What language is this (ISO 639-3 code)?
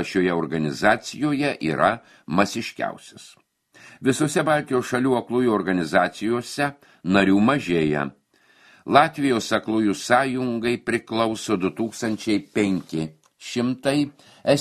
lit